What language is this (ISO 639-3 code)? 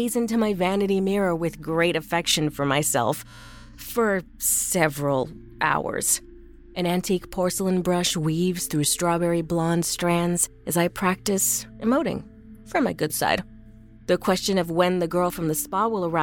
eng